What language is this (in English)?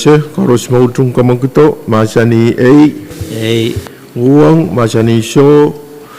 Pohnpeian